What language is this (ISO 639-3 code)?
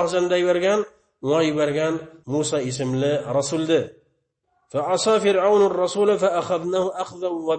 bak